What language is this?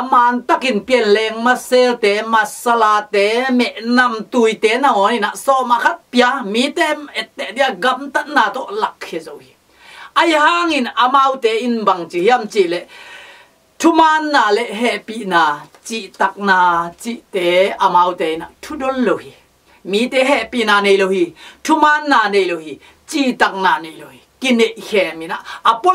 Tedim Chin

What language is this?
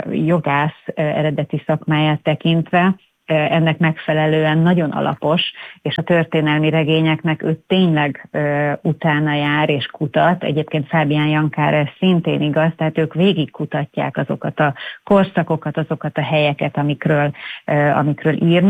Hungarian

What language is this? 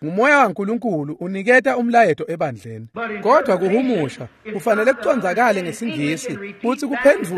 Swati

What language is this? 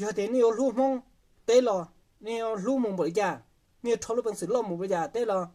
Hmong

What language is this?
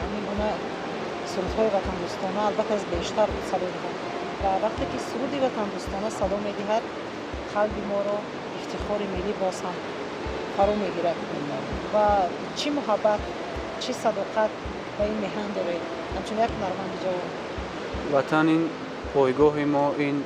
Tajik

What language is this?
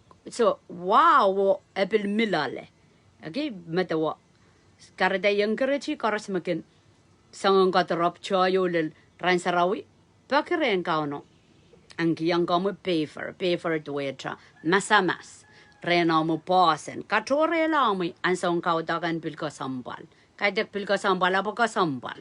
Pohnpeian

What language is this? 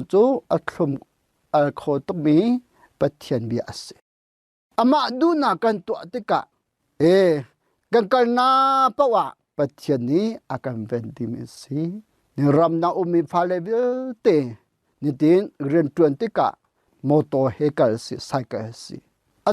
Hakha Chin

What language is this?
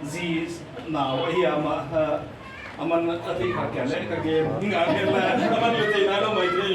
Tedim Chin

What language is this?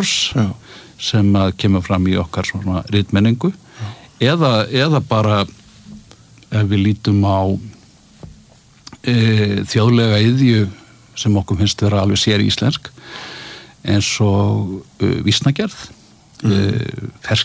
Icelandic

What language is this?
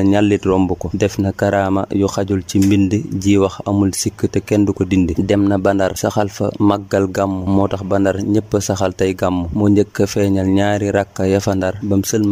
Wolof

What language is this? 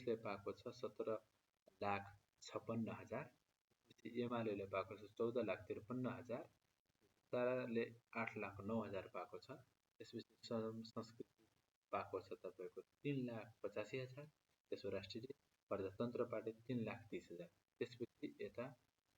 Nepali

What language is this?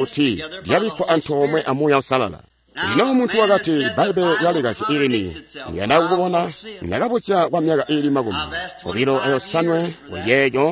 Tonga (Zambia)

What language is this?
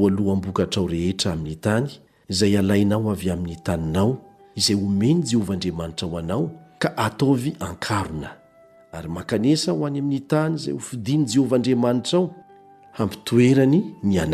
Malagasy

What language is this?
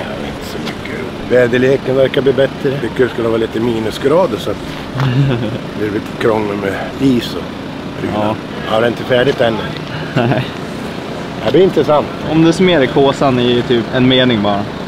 Swedish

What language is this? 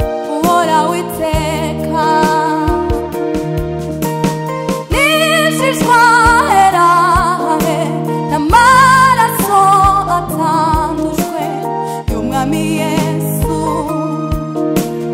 Kinyarwanda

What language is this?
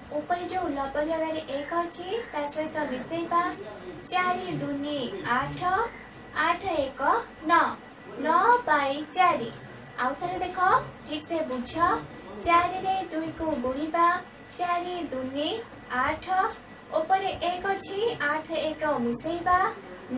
Odia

